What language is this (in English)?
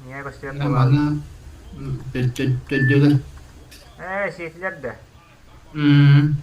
Yakut